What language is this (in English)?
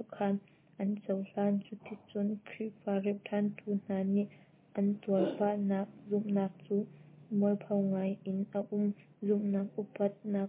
Hakha Chin